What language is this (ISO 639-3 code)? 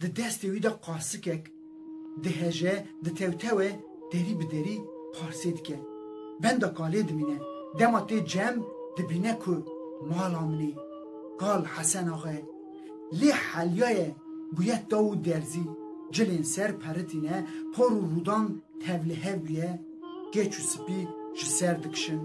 kur